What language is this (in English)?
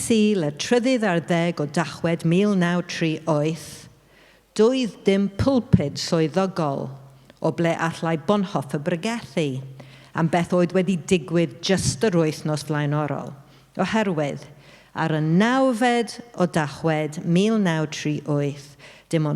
Welsh